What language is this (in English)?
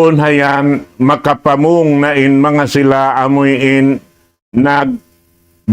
Tausug